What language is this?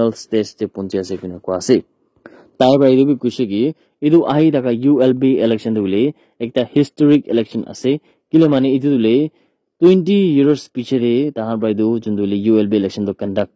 Naga Pidgin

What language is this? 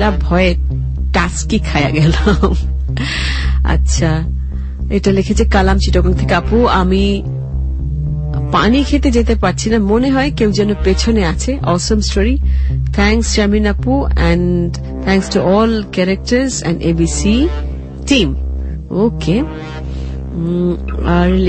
Bangla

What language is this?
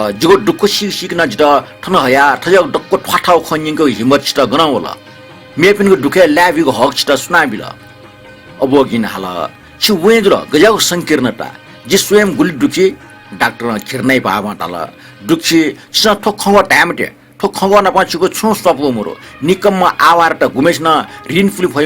Newari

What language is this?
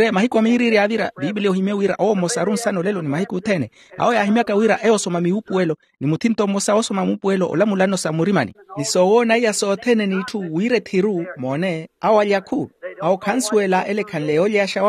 Makhuwa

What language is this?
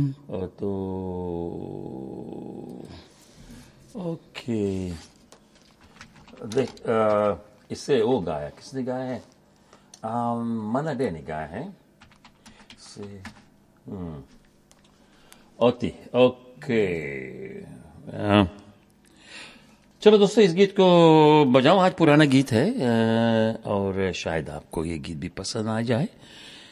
Hindi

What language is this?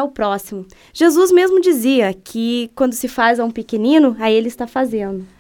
Portuguese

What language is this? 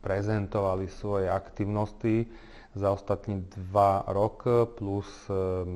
Rusyn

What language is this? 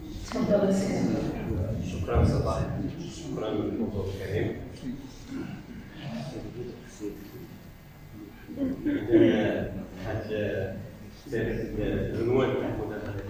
Moroccan Arabic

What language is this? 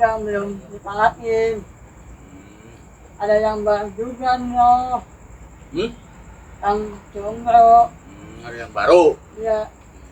Betawi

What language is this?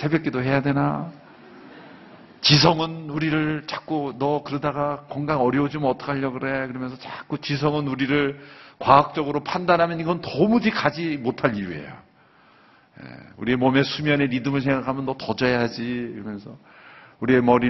Korean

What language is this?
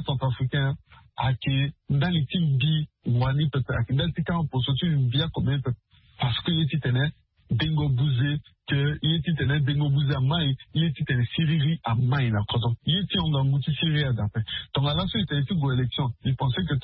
Sango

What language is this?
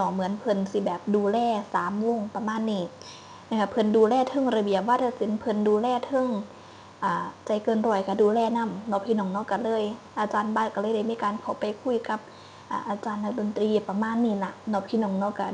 Northeastern Thai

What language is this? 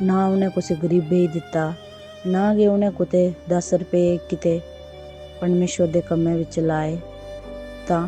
Dogri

